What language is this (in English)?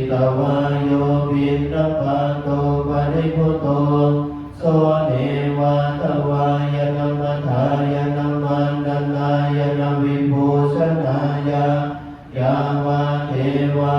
Pali